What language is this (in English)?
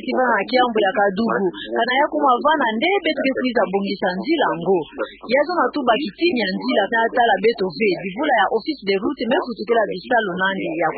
Kituba (Democratic Republic of Congo)